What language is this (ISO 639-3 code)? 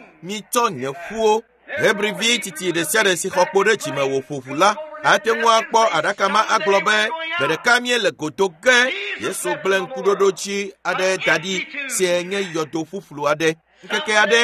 ewe